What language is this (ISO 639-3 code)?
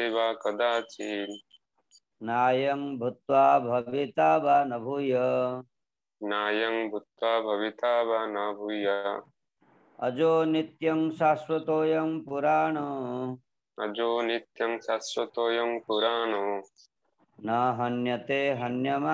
ori